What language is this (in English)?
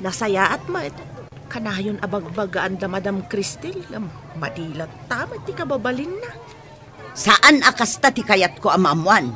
Iloko